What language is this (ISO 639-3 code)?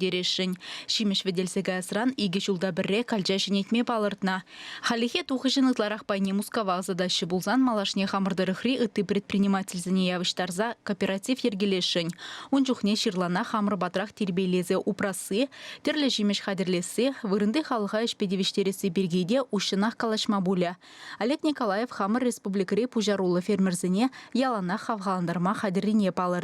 chv